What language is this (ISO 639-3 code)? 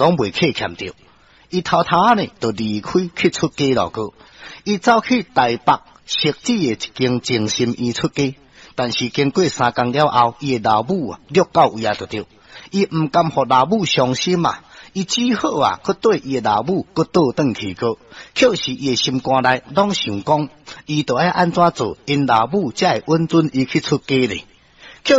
nan